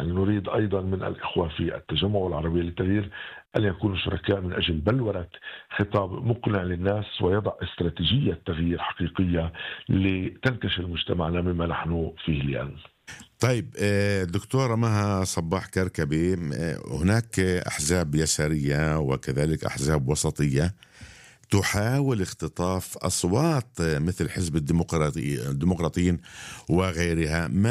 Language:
North Levantine Arabic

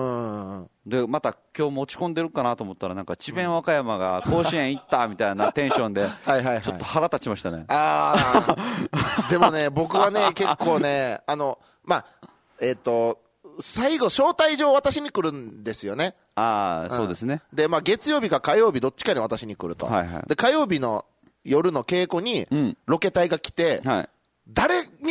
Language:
Japanese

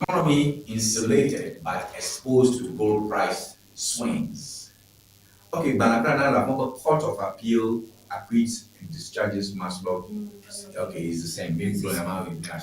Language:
Ewe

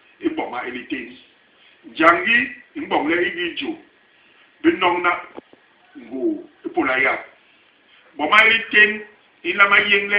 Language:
Basaa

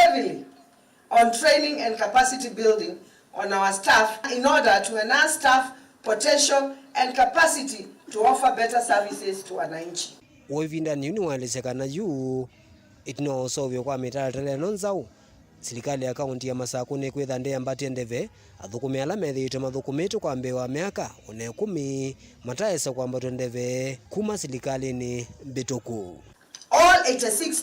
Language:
Kamba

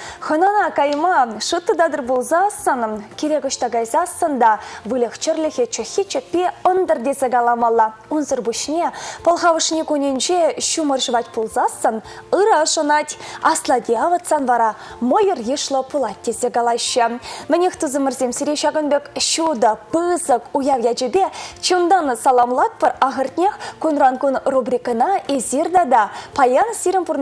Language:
Chuvash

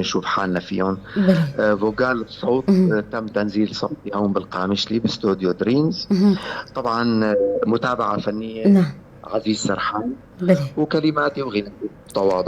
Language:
North Levantine Arabic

